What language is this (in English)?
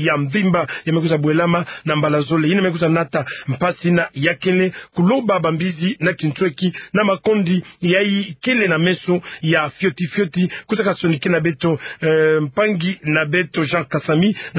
Kituba (Democratic Republic of Congo)